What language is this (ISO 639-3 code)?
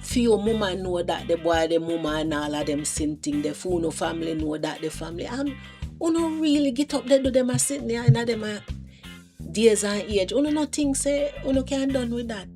jam